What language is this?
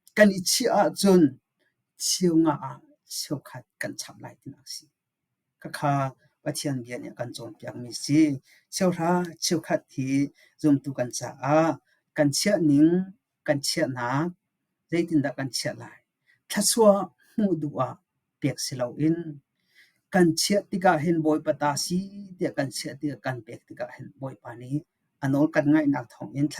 Hakha Chin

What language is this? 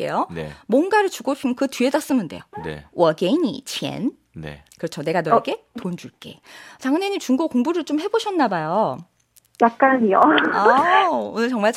Korean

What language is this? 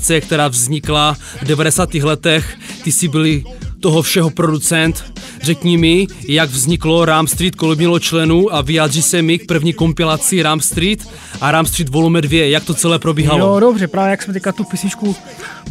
Czech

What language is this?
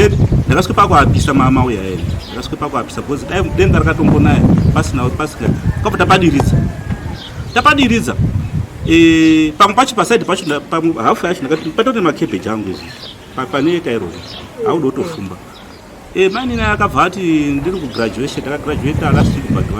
Shona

